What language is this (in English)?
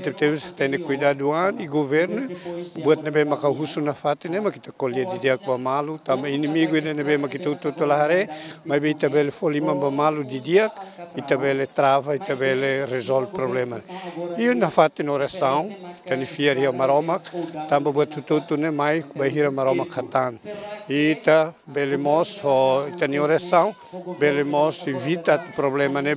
Tetum